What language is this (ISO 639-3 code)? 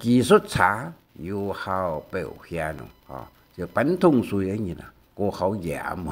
hak